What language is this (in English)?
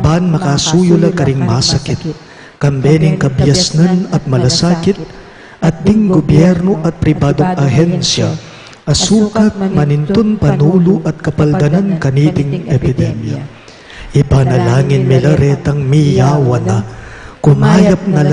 Pampanga